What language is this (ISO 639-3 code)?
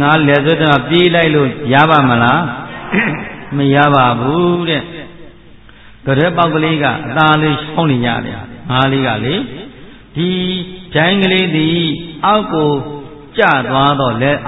mya